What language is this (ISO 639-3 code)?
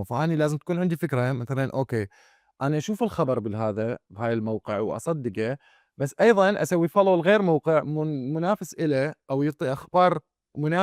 acm